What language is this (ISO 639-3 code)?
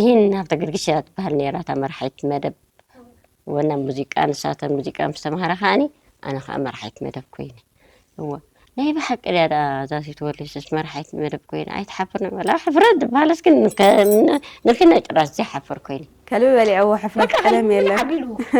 tir